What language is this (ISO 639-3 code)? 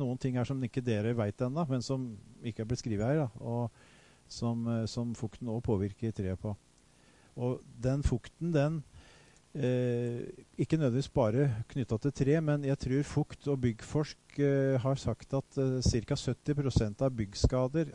nor